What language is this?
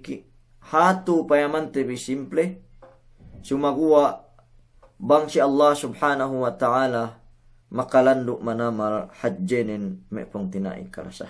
Yakan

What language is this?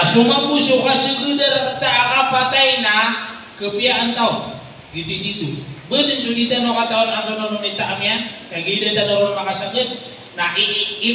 Maranao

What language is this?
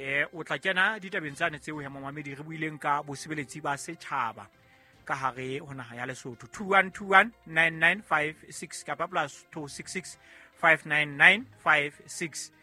Southern Sotho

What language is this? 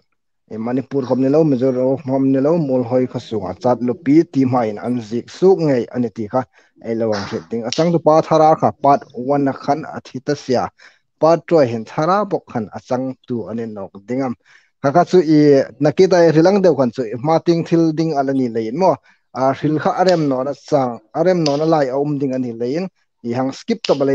Hmar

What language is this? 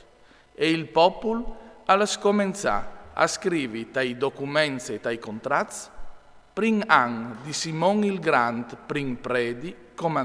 Friulian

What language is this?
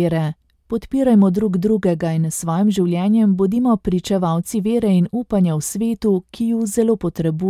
Slovenian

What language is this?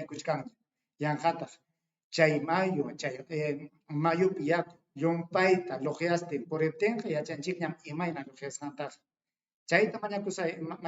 Ayacucho Quechua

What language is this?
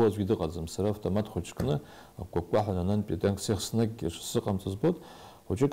Abkhazian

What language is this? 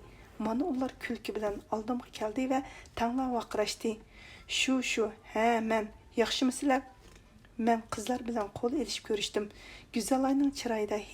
Uyghur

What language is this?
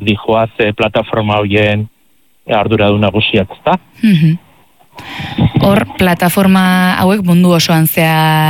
Basque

